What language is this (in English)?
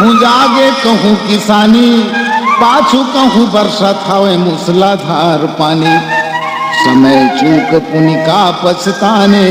Chhattisgarhi